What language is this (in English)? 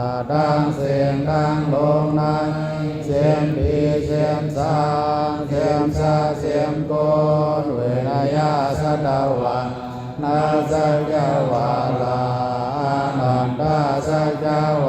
Shan